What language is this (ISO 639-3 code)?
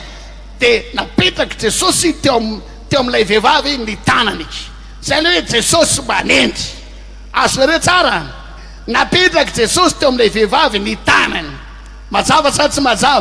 mlg